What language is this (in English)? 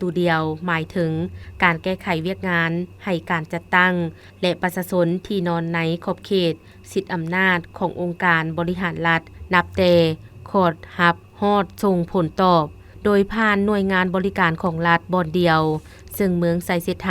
Lao